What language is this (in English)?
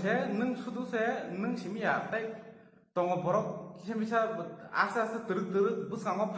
Kok Borok